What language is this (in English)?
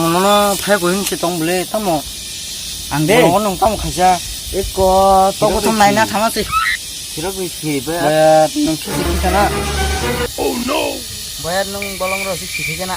Kok Borok